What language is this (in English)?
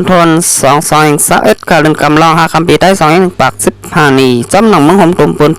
Shan